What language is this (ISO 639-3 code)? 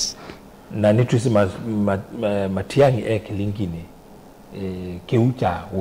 kam